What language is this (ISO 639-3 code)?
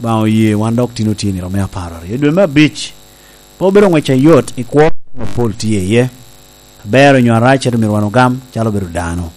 laj